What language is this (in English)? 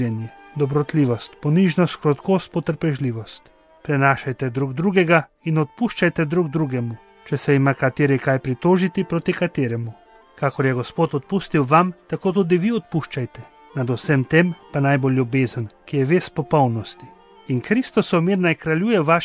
Slovenian